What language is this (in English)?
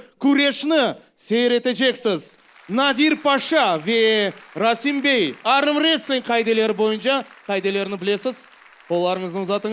Crimean Tatar